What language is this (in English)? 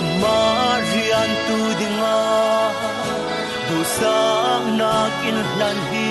Falam Chin